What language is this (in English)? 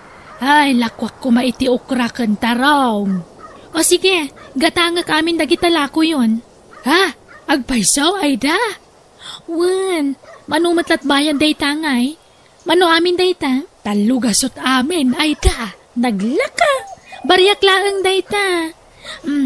Iloko